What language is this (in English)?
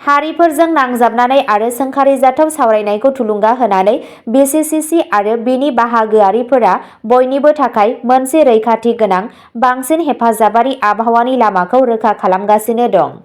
Bodo